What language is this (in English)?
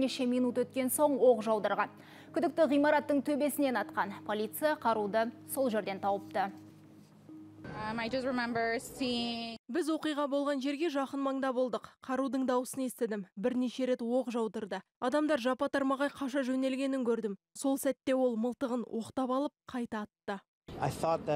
Kazakh